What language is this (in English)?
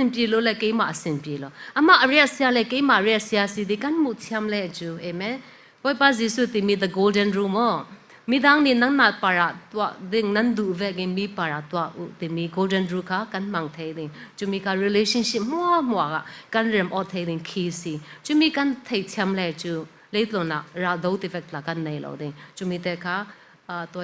Falam Chin